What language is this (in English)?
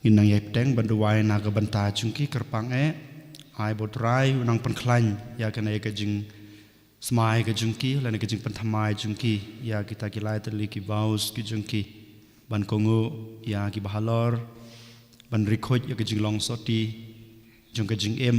Khasi